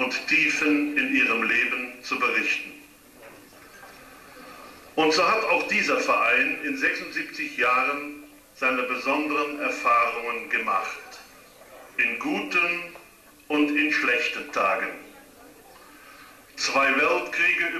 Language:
German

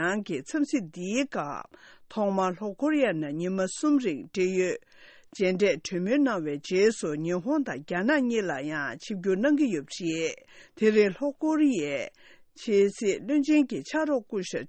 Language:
Tibetan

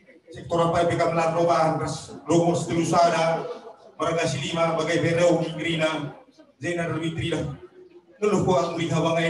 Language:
Batak Karo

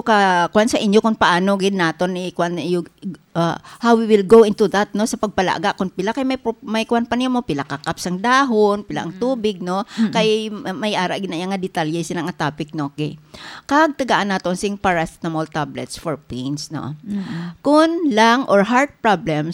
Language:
Hiligaynon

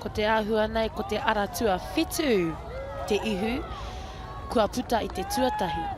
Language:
Māori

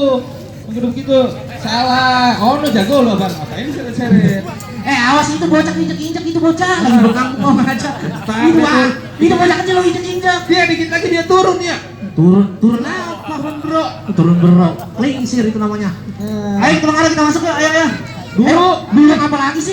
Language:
Betawi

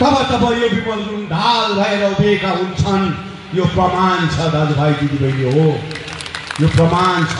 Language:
Nepali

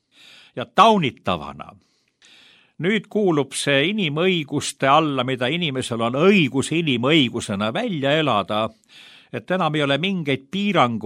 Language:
Estonian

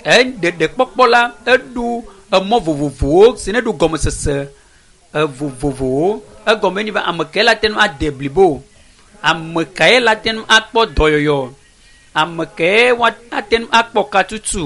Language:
Ewe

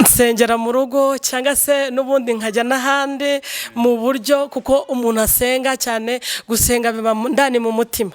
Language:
Kinyarwanda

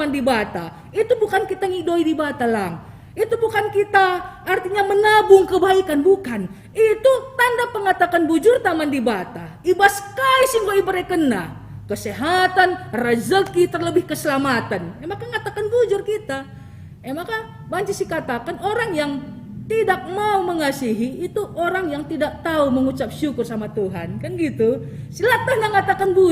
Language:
Batak Karo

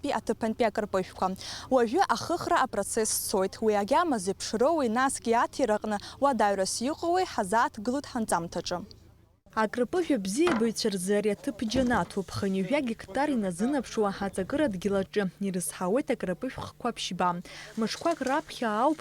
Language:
Abkhazian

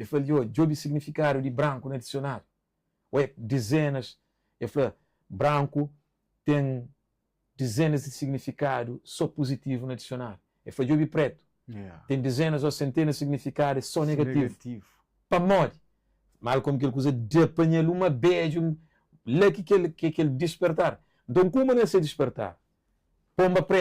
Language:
Kabuverdianu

